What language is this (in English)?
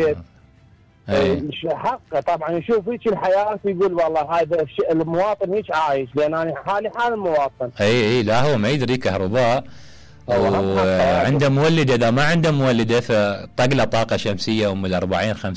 Mesopotamian Arabic